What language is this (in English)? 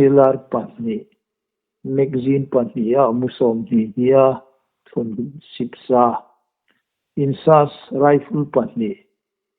Hmar